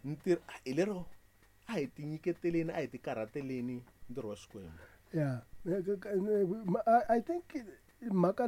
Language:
Tsonga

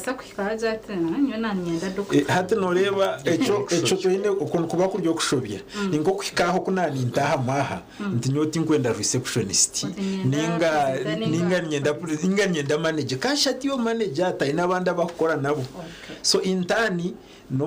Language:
Nyankole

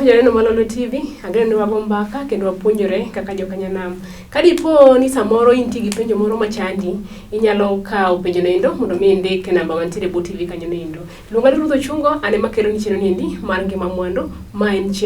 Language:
Luo (Kenya and Tanzania)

